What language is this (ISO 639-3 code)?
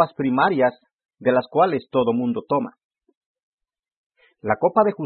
spa